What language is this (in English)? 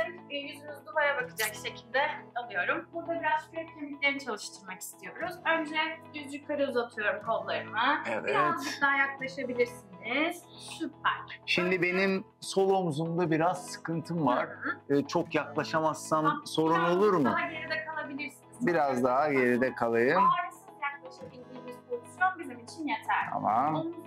Turkish